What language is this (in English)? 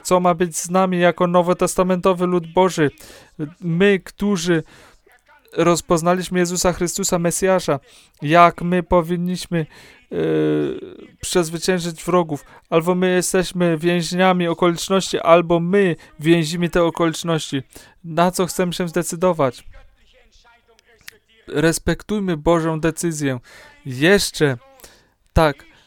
Polish